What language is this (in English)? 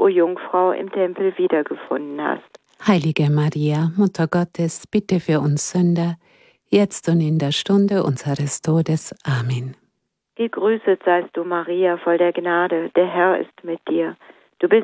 German